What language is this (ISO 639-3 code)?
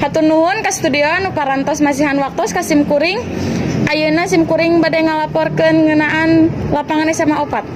sun